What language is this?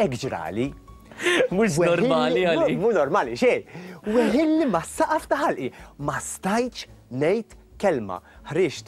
Maltese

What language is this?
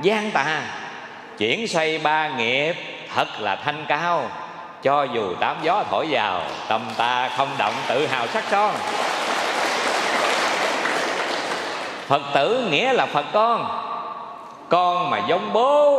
Vietnamese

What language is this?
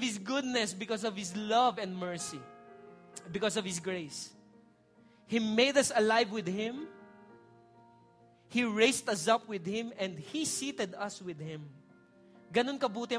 Filipino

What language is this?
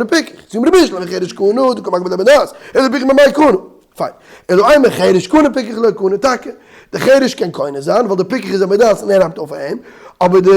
Yiddish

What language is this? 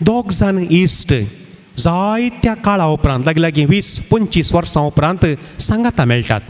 Konkani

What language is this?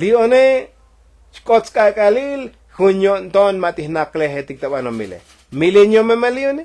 Tzotzil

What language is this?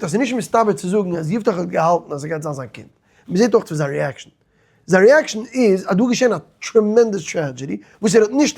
Yiddish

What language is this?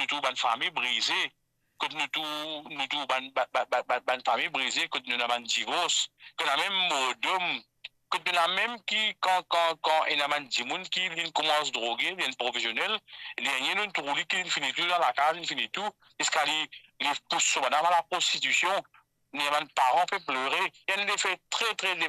Morisyen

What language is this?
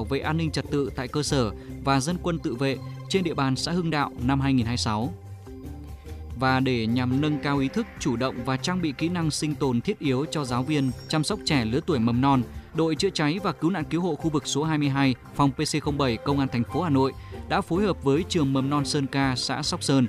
Vietnamese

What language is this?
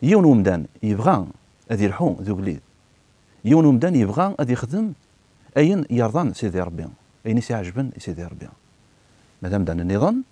Kabyle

